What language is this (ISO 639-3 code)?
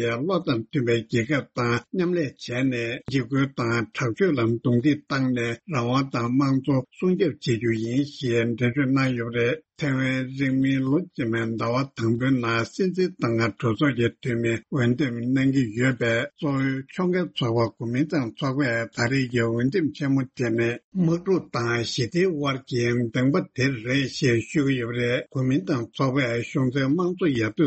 bod